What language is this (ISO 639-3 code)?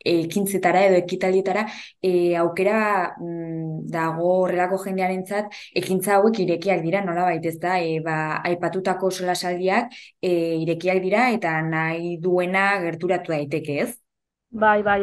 eus